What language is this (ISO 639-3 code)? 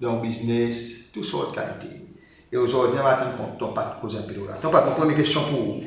crs